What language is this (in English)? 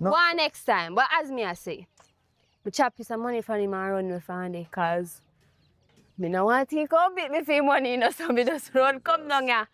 Jamaican Creole English